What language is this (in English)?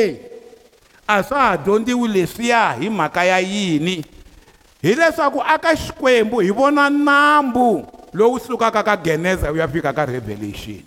Tsonga